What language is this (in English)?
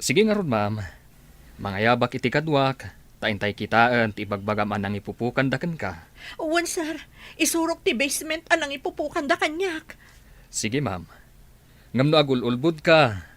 Iloko